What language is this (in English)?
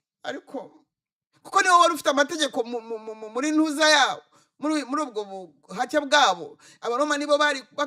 Kinyarwanda